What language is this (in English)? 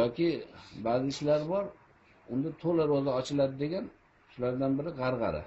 Uzbek